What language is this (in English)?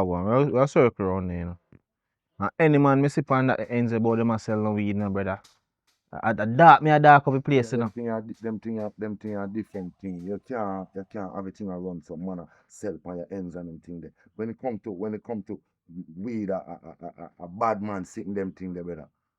Jamaican Creole English